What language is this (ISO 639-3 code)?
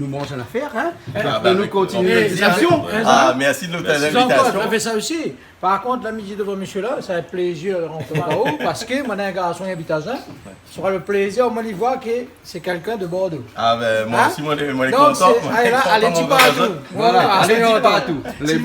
rcf